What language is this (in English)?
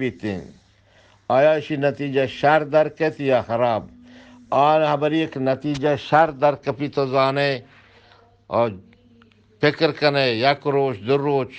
Eastern Balochi